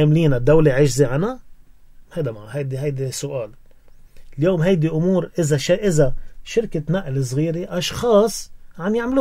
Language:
North Levantine Arabic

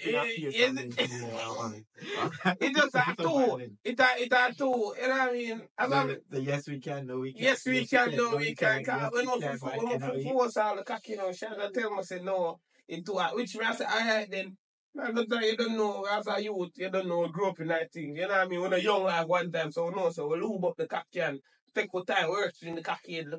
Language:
Jamaican Creole English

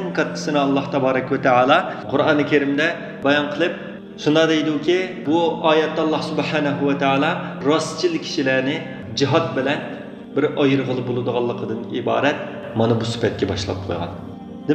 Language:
Uyghur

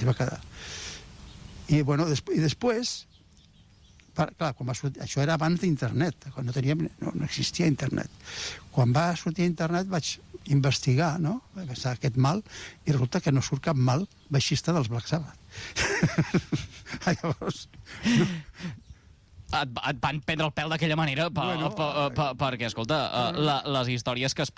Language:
Catalan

